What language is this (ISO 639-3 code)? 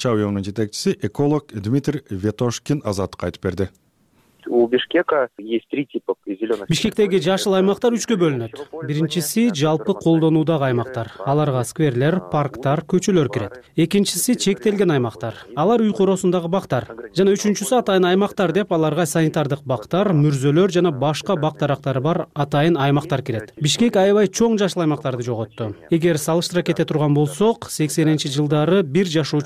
kir